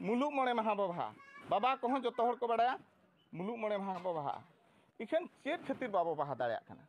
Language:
Santali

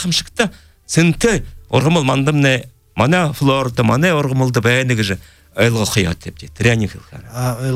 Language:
Buriat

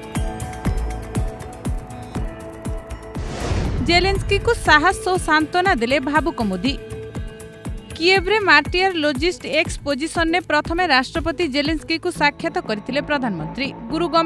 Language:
Odia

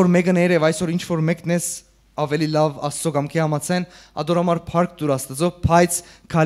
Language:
Western Armenian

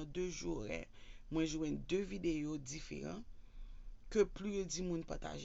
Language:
Haitian Creole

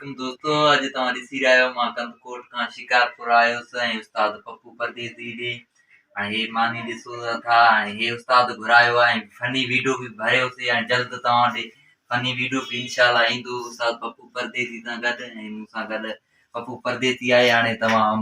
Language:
Sindhi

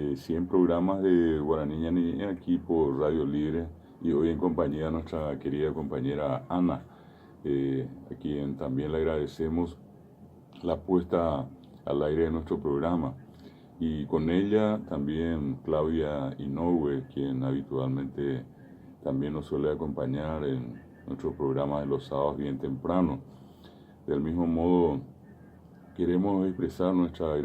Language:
Guarani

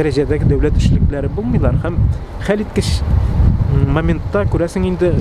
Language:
Tatar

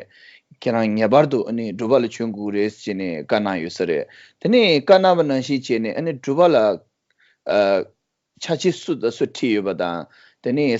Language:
Tibetan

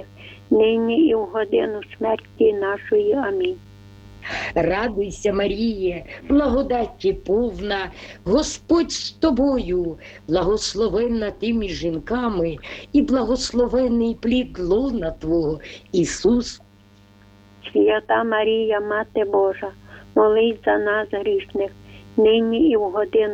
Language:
Ukrainian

